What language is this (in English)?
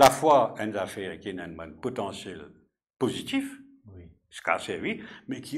Morisyen